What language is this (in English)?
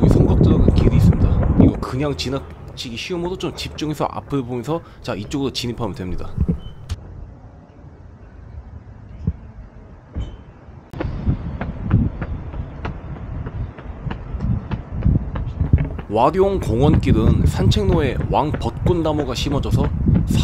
Korean